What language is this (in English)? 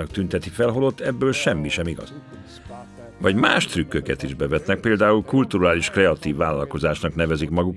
Hungarian